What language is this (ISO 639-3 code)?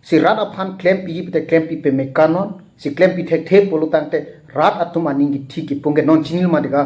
mjw